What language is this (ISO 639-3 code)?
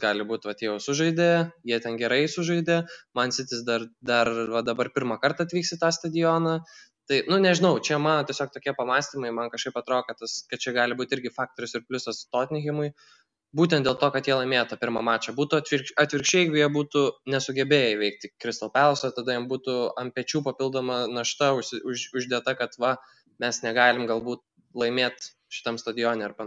lit